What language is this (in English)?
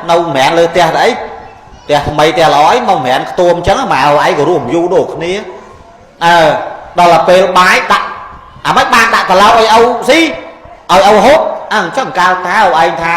Khmer